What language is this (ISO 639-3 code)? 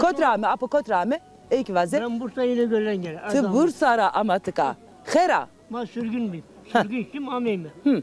zza